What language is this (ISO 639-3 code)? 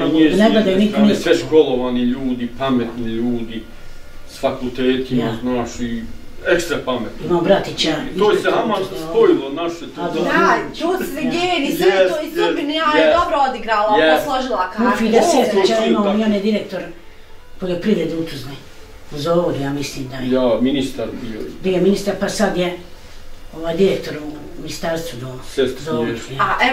bos